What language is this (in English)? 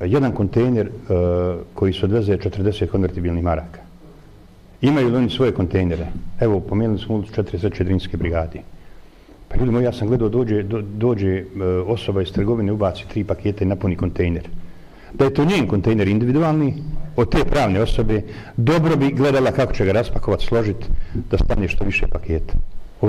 Bosnian